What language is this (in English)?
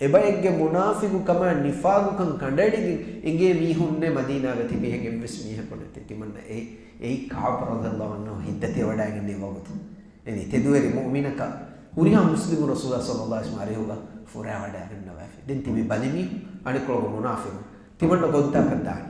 Divehi